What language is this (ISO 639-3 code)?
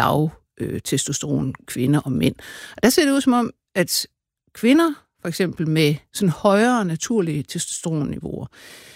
dan